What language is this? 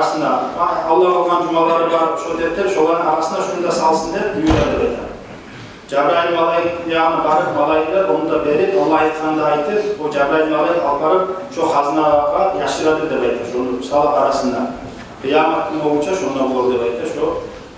Kumyk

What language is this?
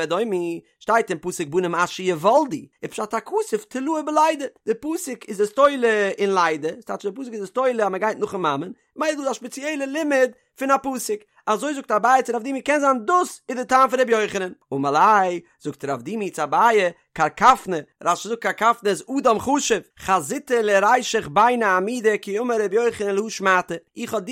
Yiddish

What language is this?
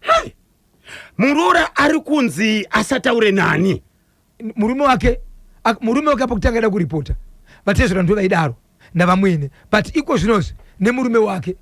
Shona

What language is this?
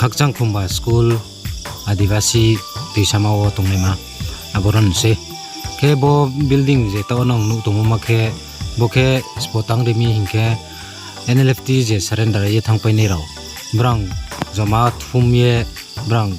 Riang (India)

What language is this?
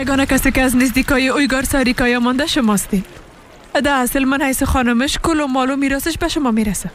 Persian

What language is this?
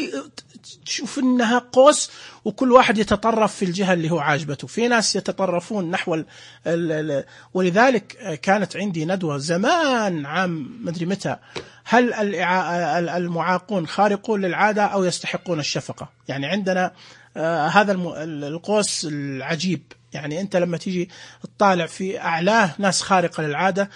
Najdi Arabic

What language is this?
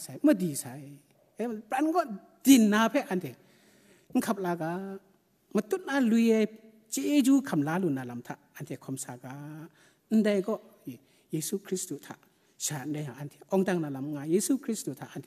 Kachin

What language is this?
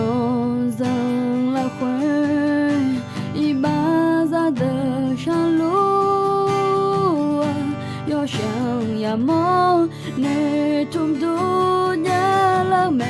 Akha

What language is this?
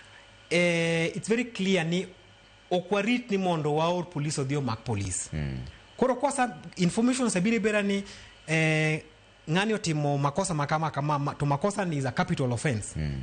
Luo (Kenya and Tanzania)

